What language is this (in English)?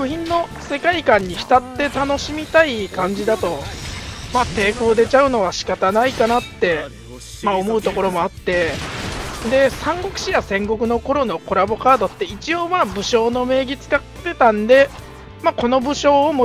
Japanese